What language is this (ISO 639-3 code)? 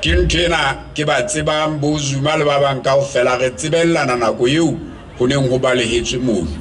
sot